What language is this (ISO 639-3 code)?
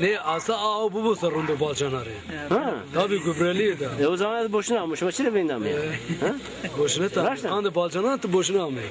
zza